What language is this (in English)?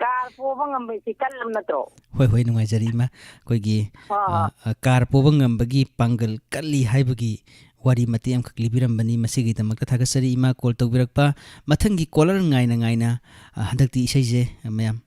Manipuri